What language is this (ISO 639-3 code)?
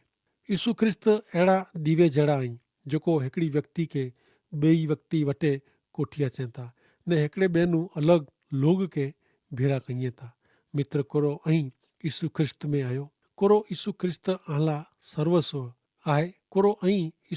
kfr